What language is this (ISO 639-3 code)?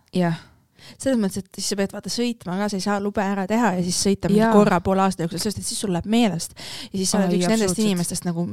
est